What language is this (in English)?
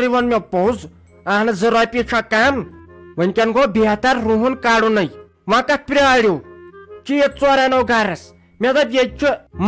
Kashmiri